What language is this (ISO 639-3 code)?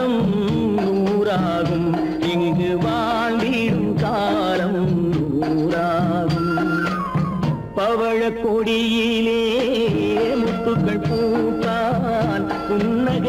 tam